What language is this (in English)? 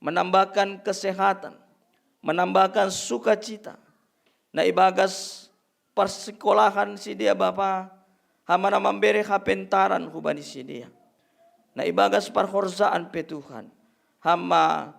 Batak Simalungun